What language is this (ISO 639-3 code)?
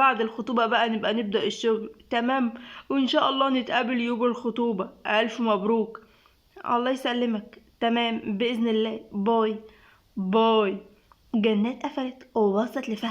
arz